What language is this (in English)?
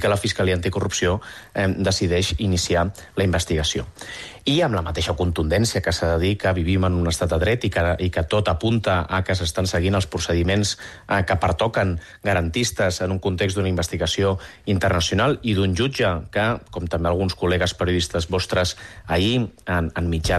Catalan